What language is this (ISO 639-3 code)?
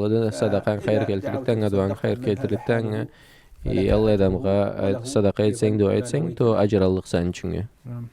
krc